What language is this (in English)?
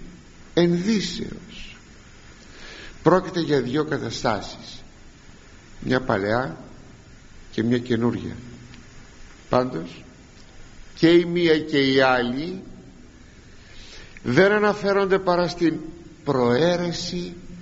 Greek